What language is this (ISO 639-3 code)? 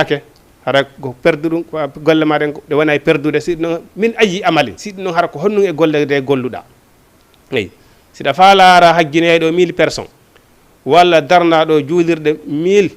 ful